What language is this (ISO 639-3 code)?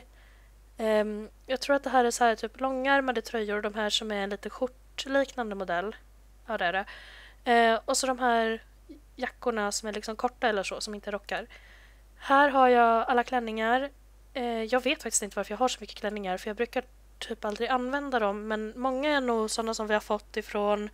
swe